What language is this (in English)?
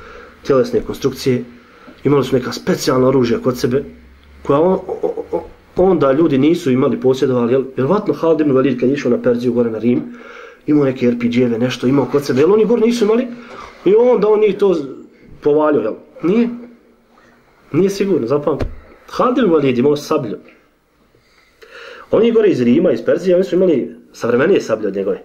Bosnian